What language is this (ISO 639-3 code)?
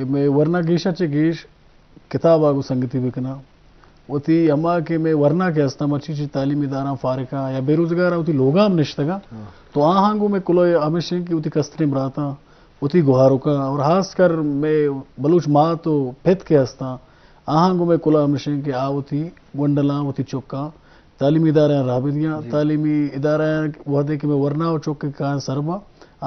bgp